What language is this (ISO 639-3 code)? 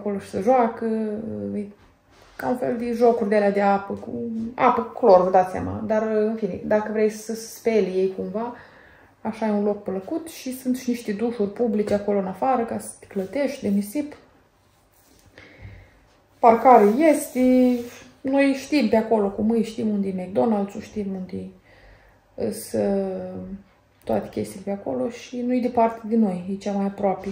ron